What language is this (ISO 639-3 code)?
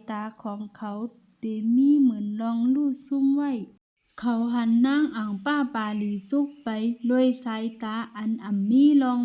shn